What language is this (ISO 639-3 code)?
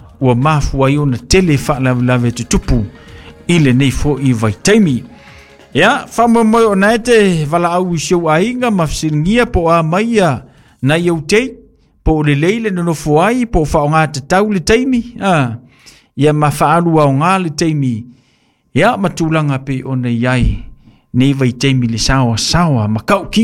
smo